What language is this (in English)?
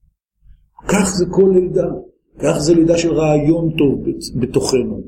Hebrew